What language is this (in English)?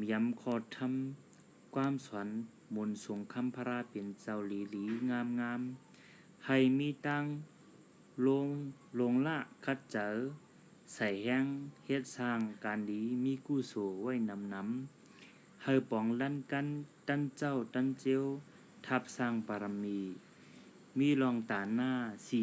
Shan